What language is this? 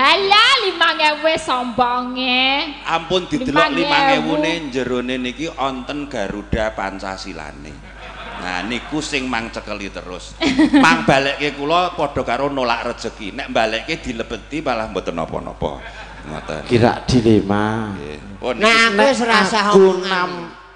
Javanese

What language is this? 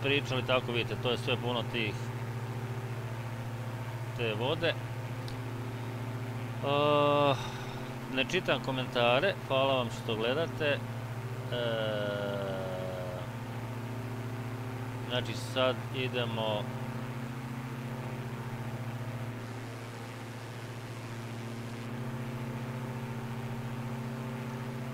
Croatian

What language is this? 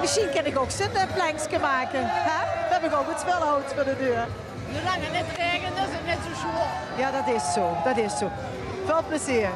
Limburgish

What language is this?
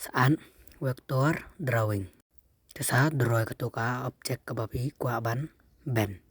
Khasi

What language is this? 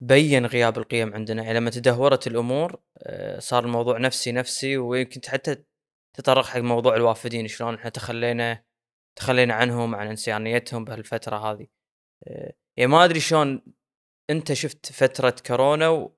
Gulf Arabic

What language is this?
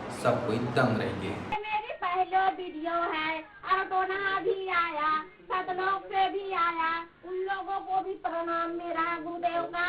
Chhattisgarhi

